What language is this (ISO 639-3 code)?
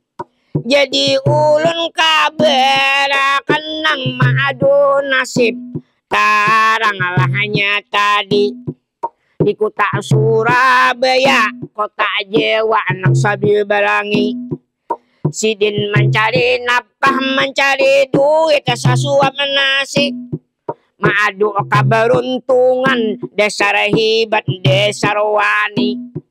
bjn